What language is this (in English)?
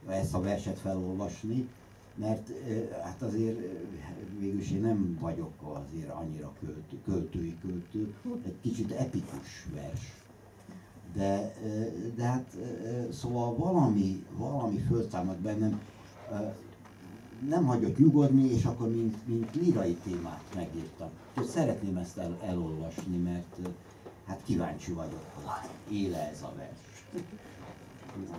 Hungarian